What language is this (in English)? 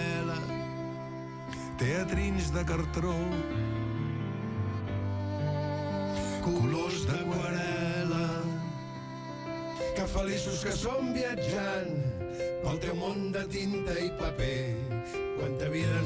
Catalan